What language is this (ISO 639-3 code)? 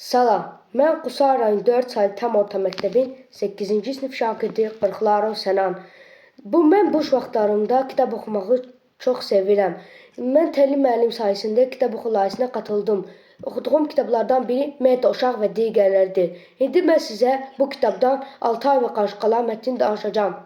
aze